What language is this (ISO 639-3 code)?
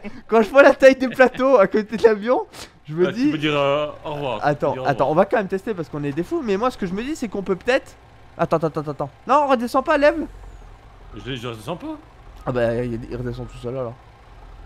fra